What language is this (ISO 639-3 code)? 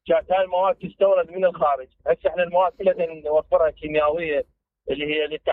acm